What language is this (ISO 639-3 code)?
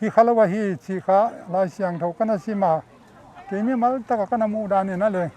pck